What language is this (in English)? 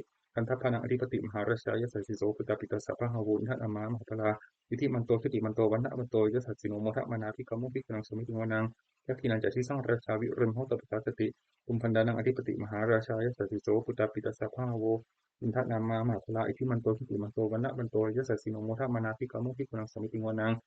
Pali